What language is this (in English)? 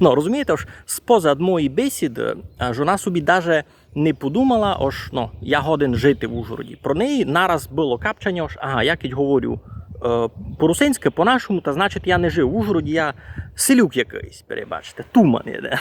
Rusyn